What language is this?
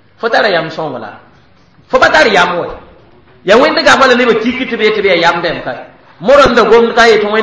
Mossi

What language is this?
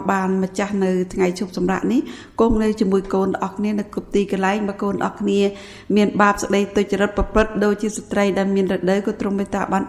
Khmer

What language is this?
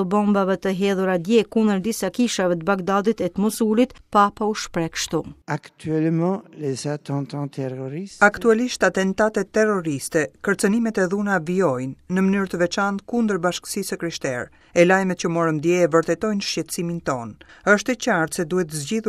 Albanian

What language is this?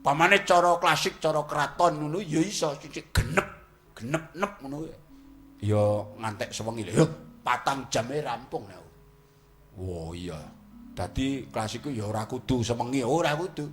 Javanese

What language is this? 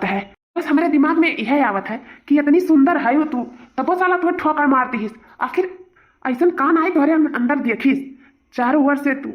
Awadhi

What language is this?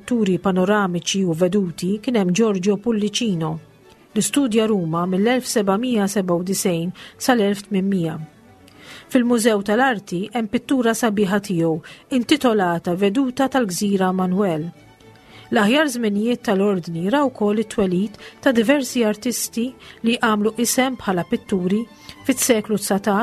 Maltese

